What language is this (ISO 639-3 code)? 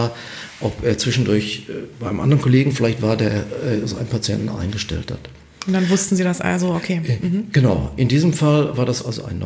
deu